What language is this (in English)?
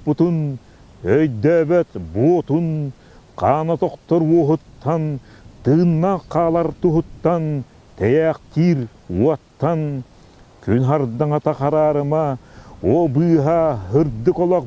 Yakut